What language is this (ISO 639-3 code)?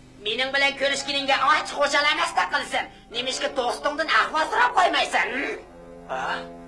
uig